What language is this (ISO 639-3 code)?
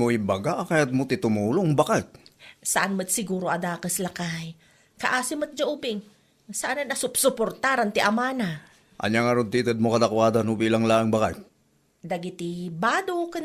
ilo